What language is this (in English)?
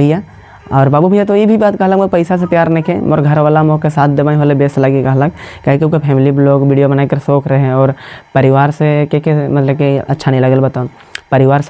Sadri